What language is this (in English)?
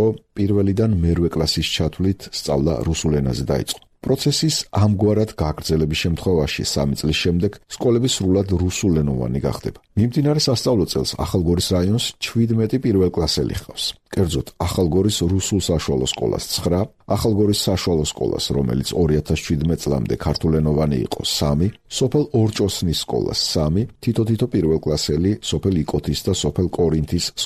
Georgian